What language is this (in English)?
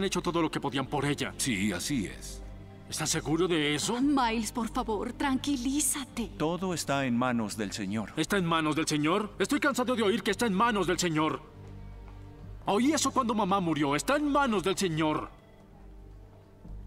Spanish